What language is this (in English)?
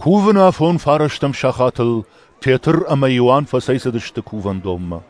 Ossetic